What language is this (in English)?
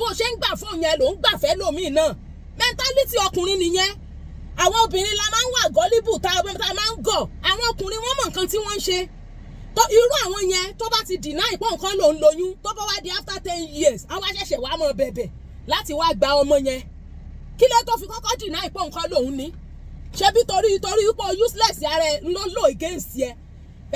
Yoruba